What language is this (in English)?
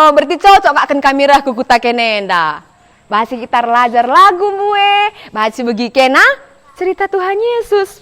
Batak Karo